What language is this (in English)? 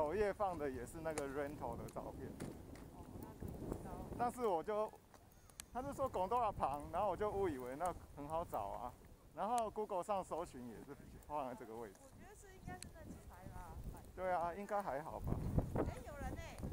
Chinese